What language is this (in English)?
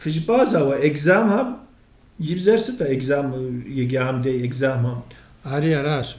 Kabardian